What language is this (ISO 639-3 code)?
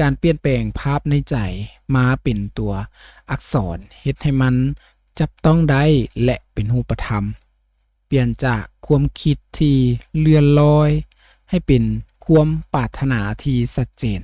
lao